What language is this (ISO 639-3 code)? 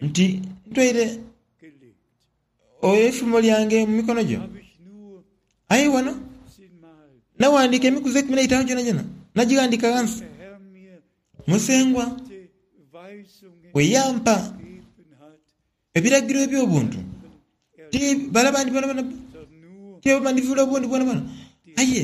xog